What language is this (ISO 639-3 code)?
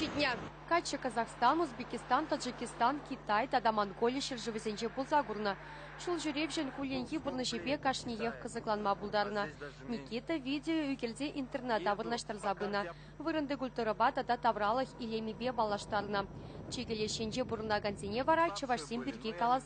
chv